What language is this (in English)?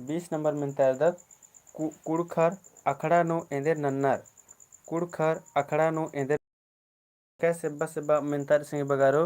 Kurukh